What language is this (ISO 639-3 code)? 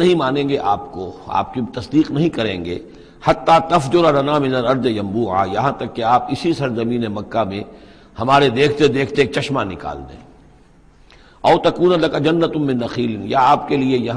urd